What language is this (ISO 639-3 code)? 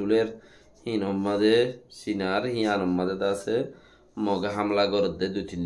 rhg